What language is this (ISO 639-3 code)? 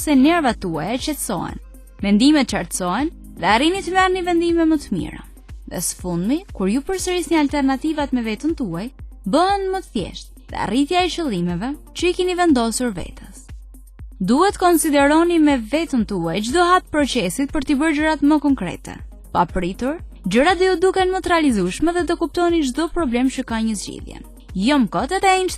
sqi